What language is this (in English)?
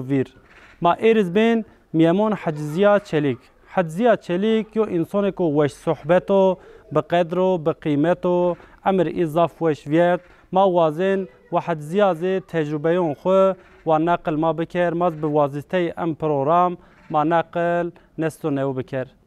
Zaza